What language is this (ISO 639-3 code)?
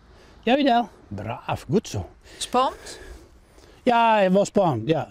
fry